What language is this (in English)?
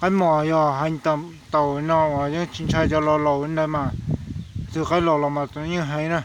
Hmong